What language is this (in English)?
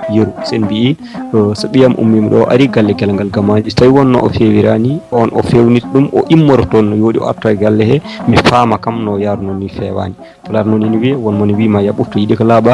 Fula